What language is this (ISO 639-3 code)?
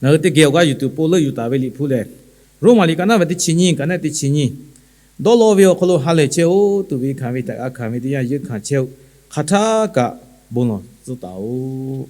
lhu